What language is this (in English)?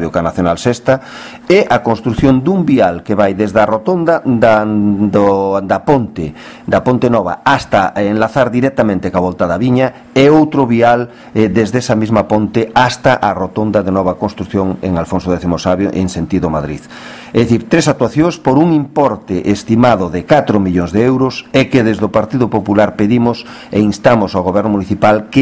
Galician